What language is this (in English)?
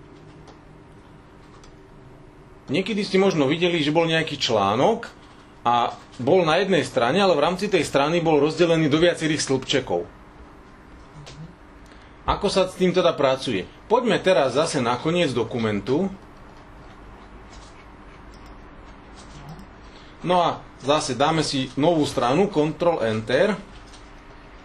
Slovak